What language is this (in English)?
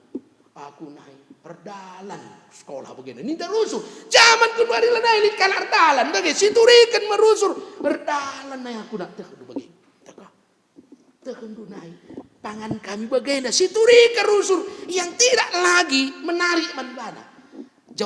Batak Karo